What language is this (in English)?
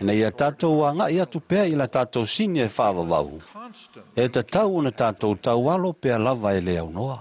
Samoan